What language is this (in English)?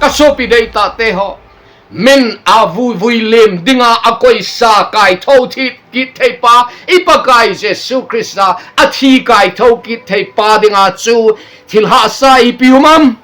Thado Chin